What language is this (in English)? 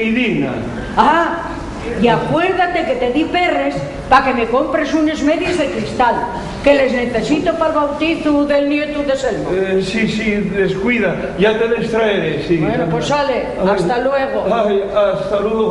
Asturian